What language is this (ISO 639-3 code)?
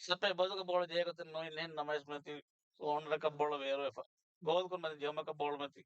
div